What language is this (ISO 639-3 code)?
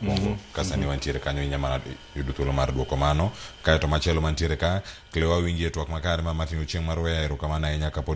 luo